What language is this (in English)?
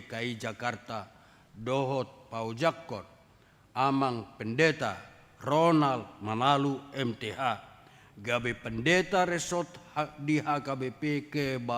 Batak Toba